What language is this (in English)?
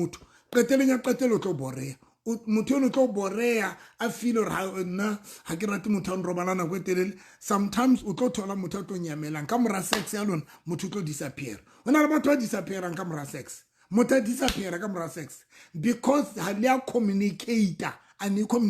Southern Sotho